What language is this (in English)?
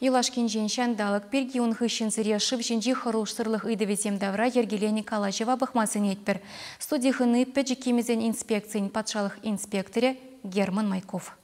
Chuvash